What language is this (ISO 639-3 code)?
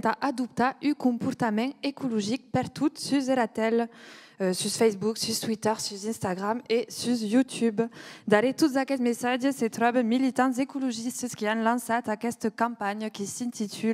oci